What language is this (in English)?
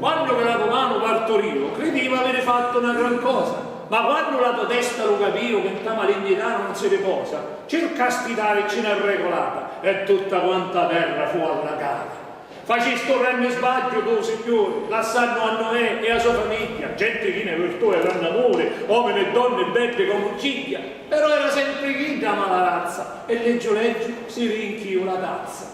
Sicilian